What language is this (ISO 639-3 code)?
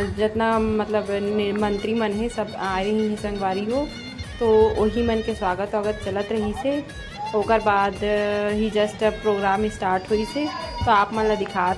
hne